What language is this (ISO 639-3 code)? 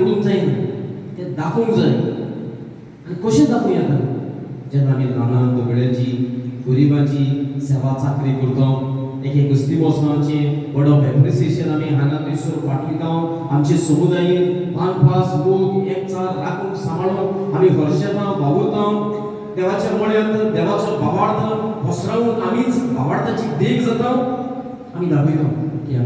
kok